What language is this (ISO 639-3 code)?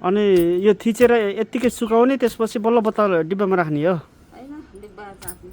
nep